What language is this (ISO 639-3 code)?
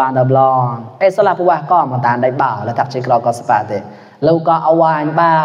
mnw